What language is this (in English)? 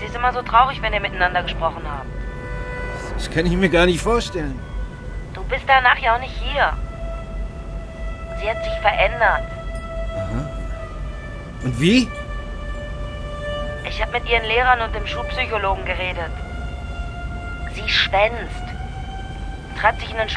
German